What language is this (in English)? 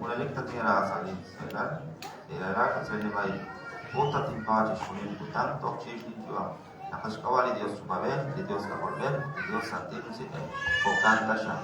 Kekchí